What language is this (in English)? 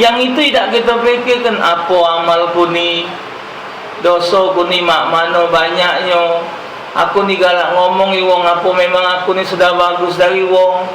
Musi